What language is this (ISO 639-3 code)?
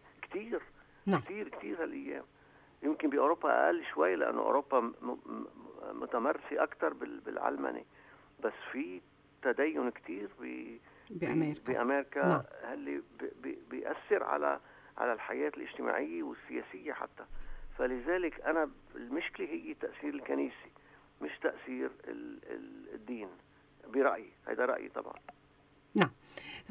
apc